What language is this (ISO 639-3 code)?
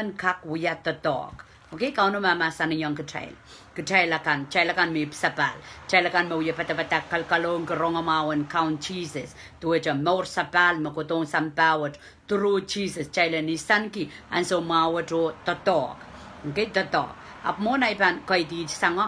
pon